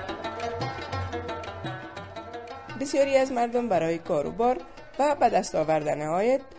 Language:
Persian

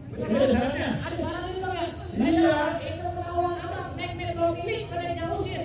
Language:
Betawi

